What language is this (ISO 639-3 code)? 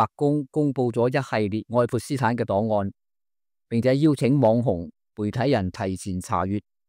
yue